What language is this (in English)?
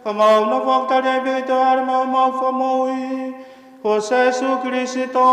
Tongan